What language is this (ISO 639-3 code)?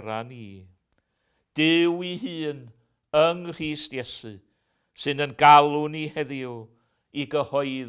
cym